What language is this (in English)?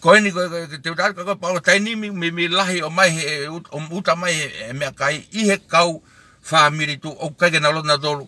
Tongan